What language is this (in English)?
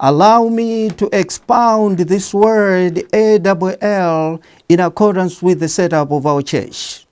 English